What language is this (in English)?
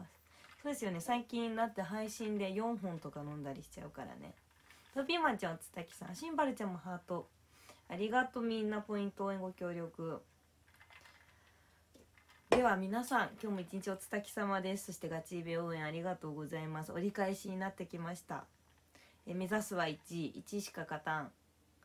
Japanese